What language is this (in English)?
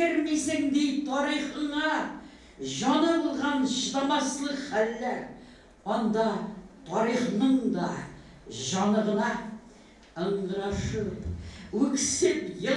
Tatar